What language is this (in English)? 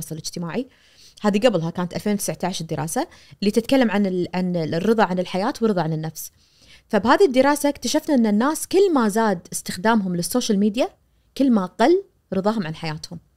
Najdi Arabic